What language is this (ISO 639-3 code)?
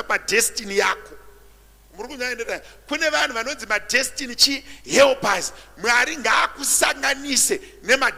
sna